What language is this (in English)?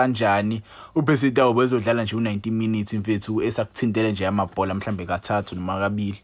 Zulu